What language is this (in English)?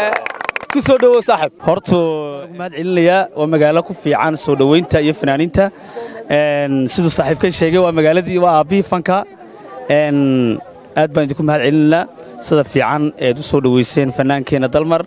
Somali